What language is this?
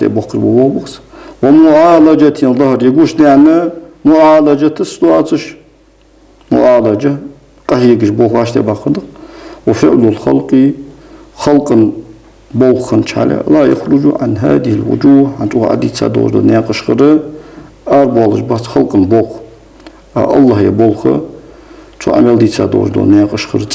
Ingush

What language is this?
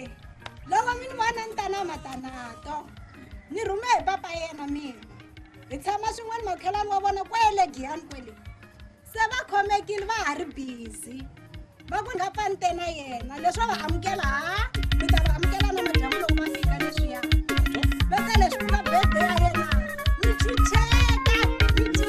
Tsonga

